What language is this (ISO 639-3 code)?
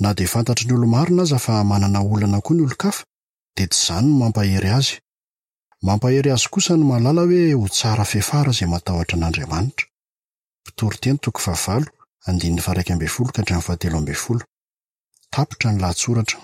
mlg